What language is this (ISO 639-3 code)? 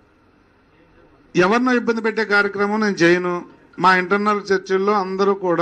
tel